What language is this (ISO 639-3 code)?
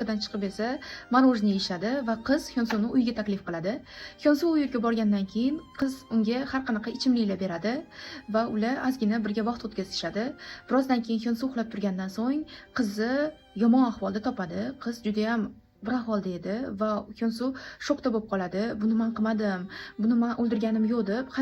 uzb